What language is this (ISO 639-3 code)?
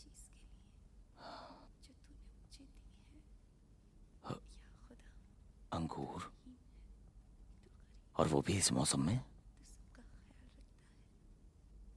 hin